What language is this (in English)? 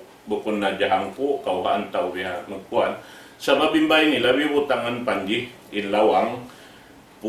Tausug